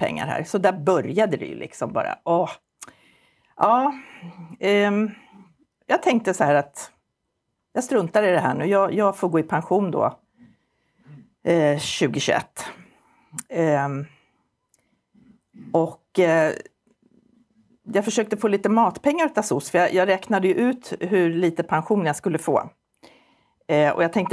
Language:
Swedish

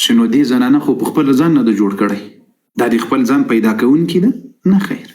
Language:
Pashto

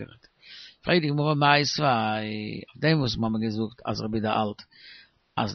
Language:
Yiddish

